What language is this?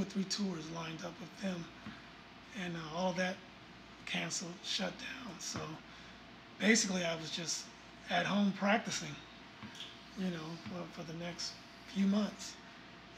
English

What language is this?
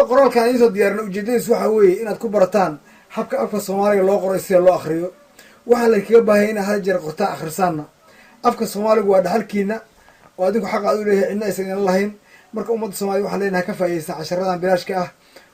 Somali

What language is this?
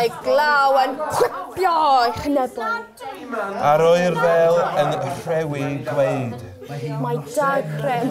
Welsh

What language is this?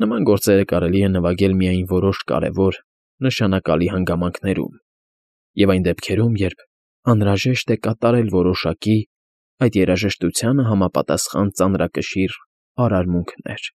Armenian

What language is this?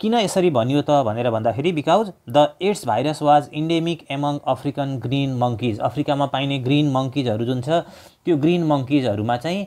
Nepali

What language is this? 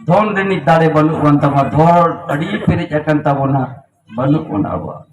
Santali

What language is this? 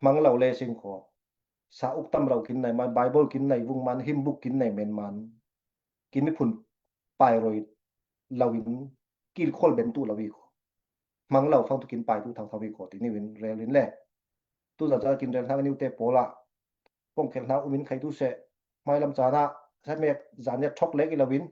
Falam Chin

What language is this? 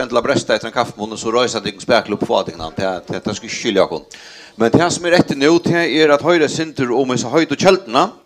Faroese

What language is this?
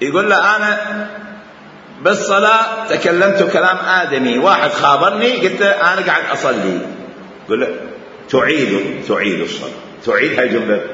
Mesopotamian Arabic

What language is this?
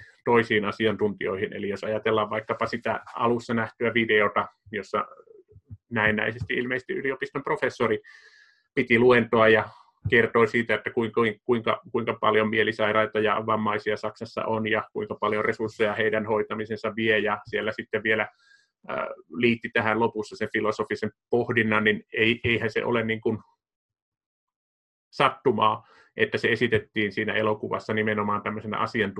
Finnish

